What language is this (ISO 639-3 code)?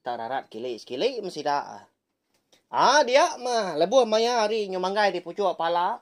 iba